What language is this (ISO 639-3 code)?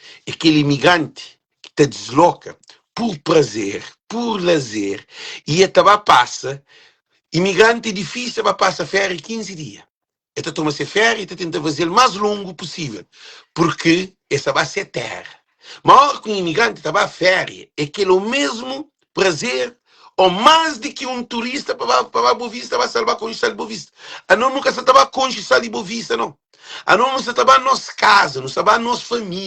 kea